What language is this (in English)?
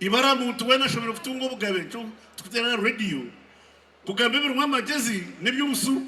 Nyankole